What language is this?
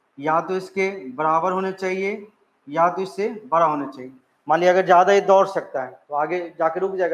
Hindi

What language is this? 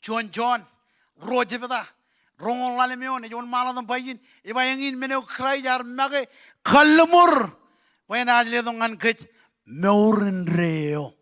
Marshallese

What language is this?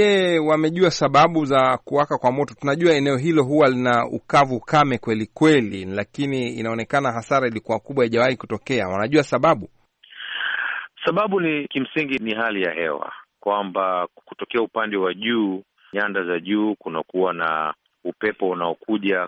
Swahili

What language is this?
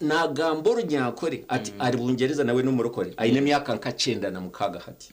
Nyankole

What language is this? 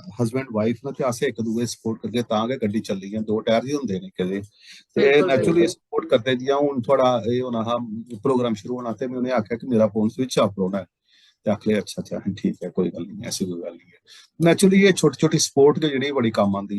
Dogri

